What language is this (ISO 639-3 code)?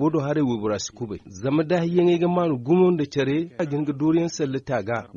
dje